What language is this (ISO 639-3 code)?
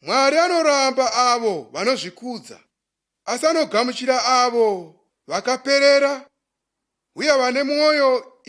sna